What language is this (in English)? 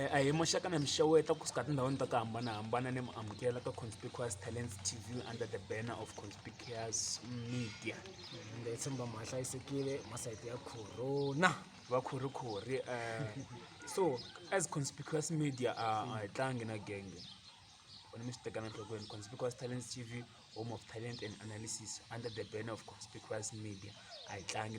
Tsonga